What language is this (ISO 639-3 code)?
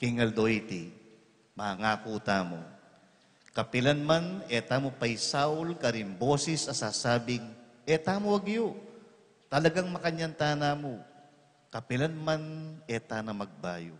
pam